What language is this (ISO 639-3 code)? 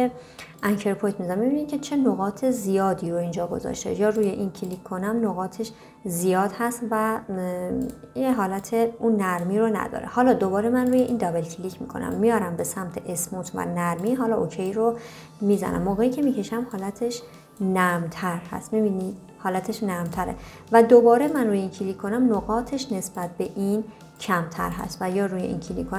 fas